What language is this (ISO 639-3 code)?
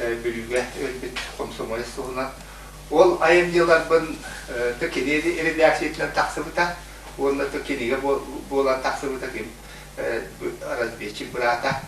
sah